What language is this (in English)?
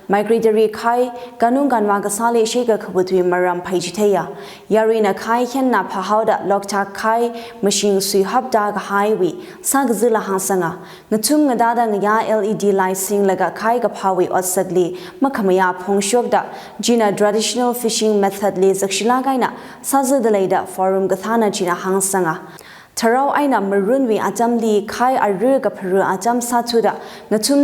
Tangkhul Naga (India)